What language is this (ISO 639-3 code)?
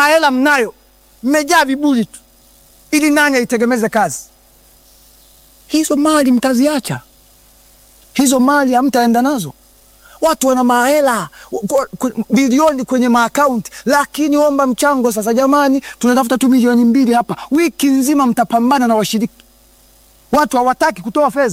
swa